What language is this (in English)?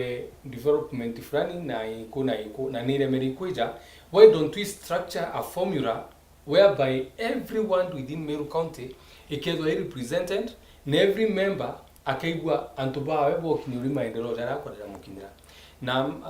Meru